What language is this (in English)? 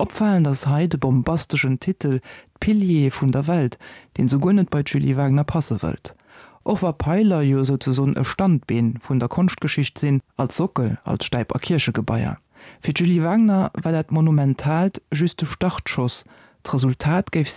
Luxembourgish